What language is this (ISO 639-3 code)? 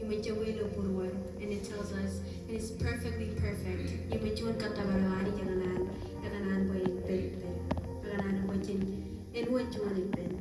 mah